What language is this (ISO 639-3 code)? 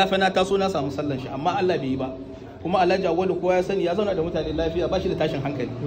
hau